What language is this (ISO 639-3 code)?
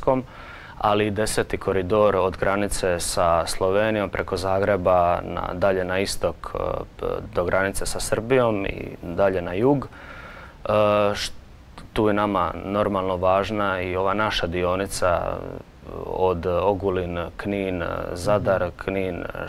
hrv